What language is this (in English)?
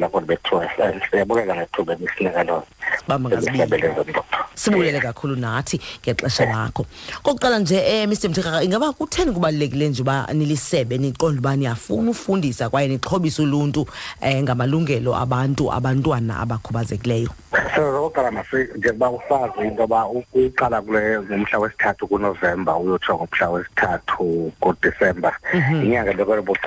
Xhosa